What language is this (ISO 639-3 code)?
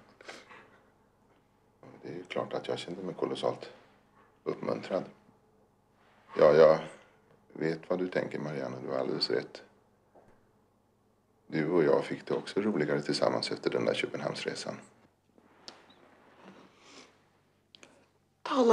swe